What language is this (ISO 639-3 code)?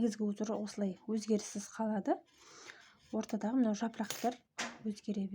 kaz